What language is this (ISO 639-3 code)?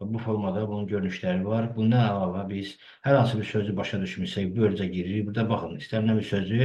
aze